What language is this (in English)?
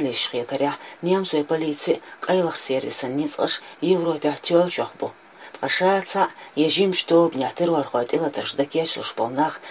Chechen